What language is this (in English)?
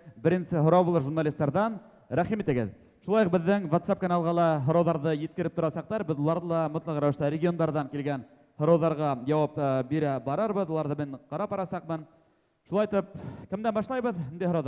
Bashkir